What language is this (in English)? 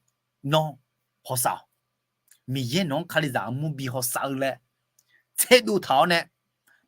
Akha